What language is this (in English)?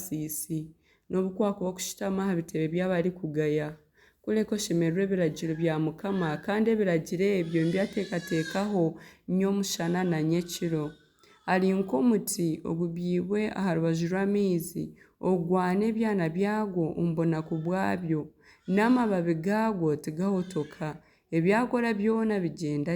Nyankole